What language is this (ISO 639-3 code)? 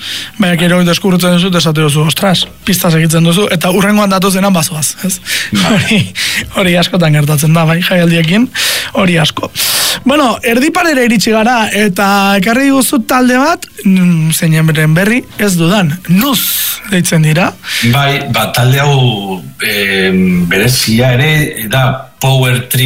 eus